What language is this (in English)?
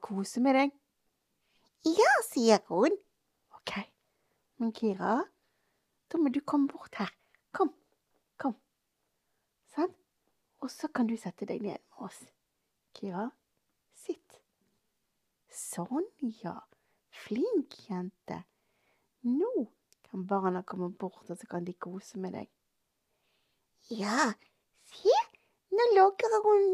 Norwegian